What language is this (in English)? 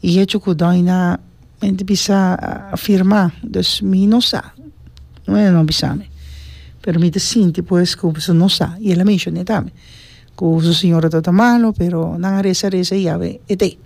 Papiamento